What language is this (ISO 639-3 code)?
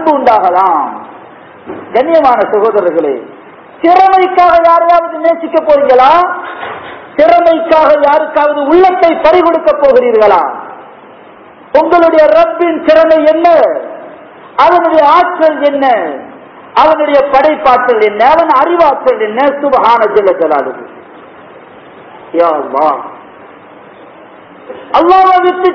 tam